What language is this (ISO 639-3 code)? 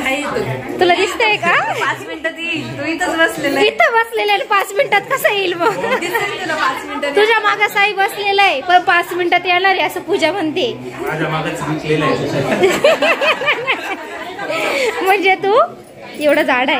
mar